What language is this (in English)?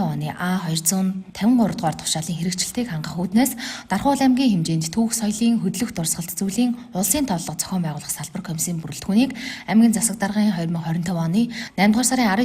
Mongolian